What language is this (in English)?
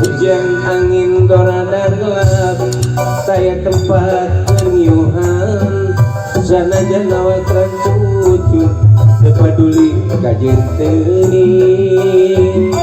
Sundanese